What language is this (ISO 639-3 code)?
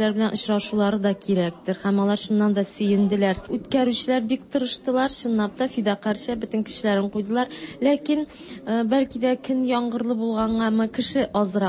tat